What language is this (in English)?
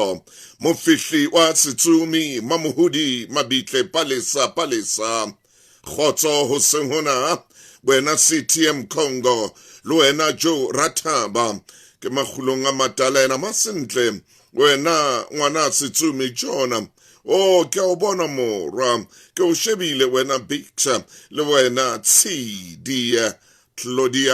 Southern Sotho